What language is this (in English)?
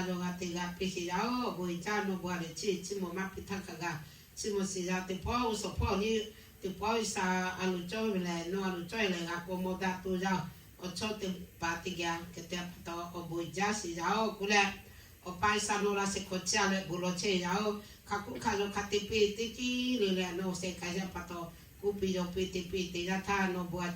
Lahu